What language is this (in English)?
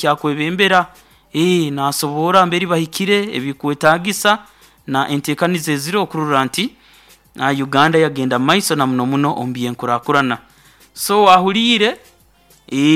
Nyoro